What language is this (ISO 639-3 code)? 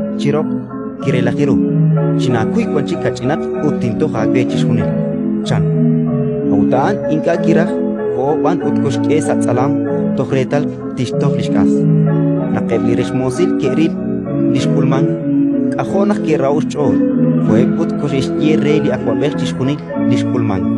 kek